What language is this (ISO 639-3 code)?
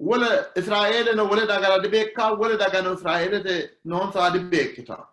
sid